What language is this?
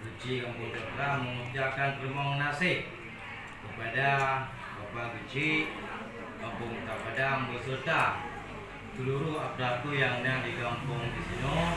Achinese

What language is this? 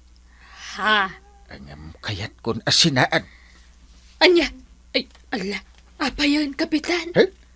Iloko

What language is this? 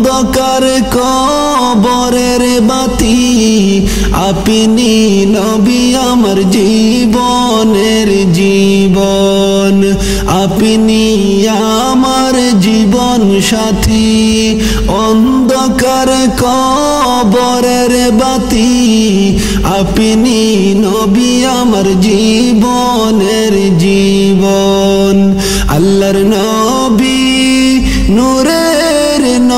Bangla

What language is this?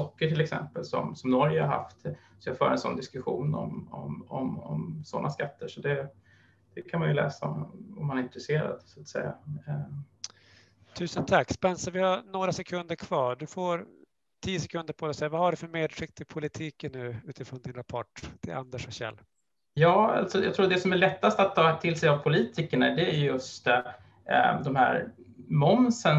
Swedish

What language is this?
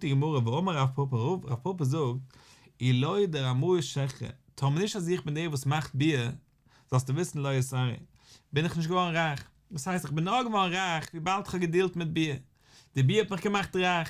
Yiddish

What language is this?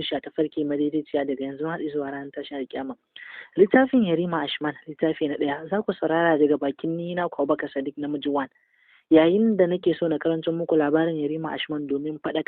Hausa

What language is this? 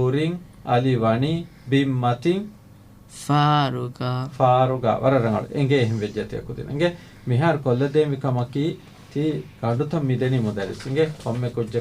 Divehi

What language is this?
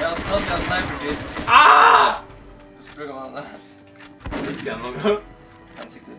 Faroese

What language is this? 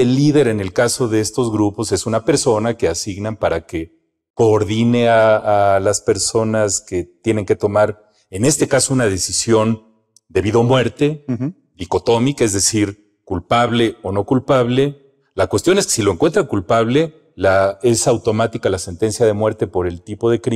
Spanish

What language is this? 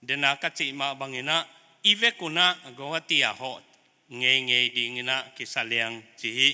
Paite Chin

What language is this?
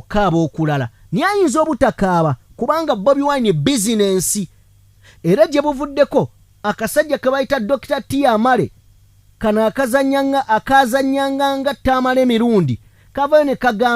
Ganda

